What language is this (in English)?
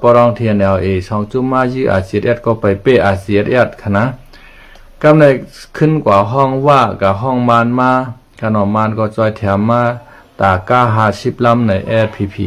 Shan